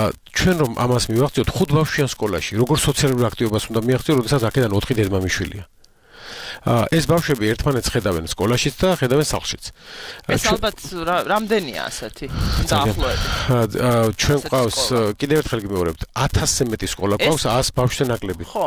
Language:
Georgian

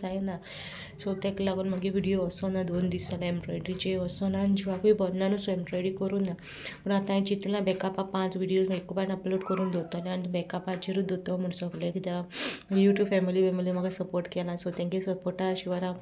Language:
Konkani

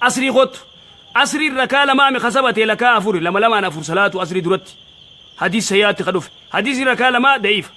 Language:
Oromo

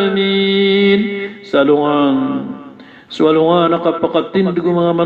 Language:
Maranao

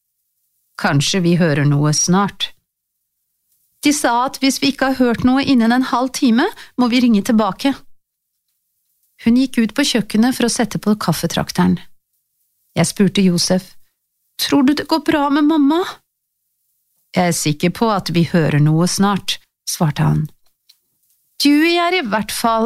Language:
Norwegian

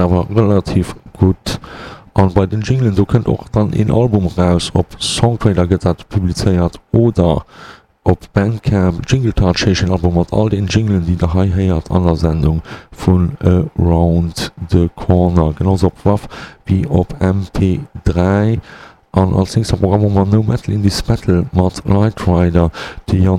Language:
Luxembourgish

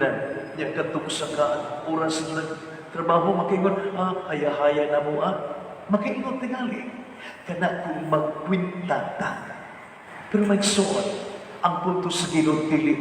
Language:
Cebuano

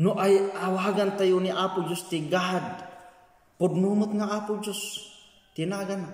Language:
Iloko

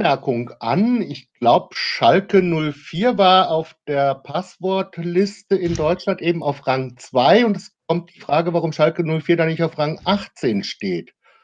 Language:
German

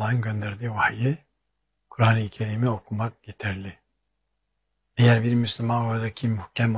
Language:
Turkish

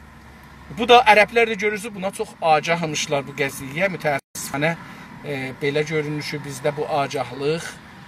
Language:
South Azerbaijani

